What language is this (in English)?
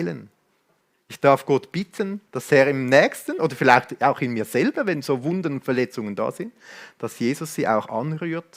Swiss German